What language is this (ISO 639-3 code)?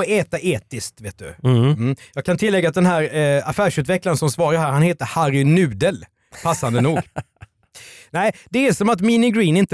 swe